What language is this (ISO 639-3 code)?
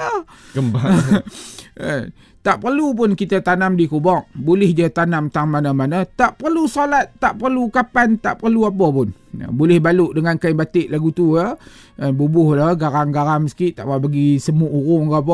msa